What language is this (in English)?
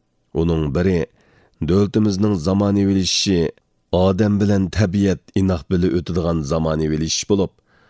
Uyghur